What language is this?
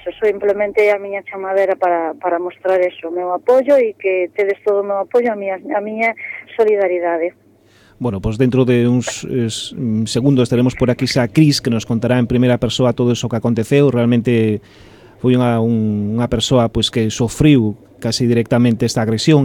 Galician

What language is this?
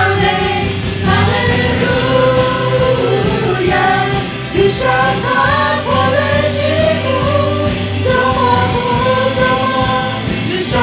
Lahu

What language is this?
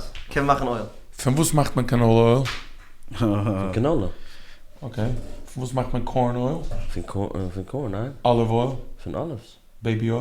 Yiddish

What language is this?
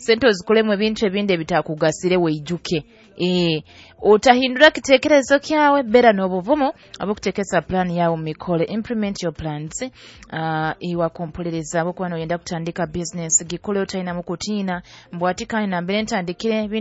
Nyoro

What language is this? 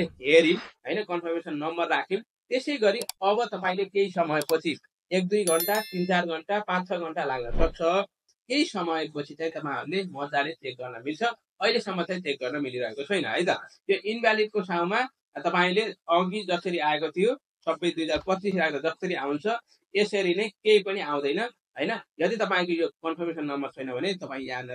Nepali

